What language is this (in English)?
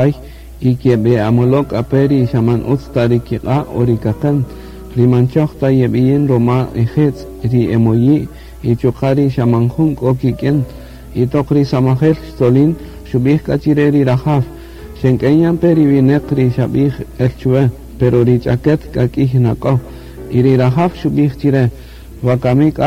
Kaqchikel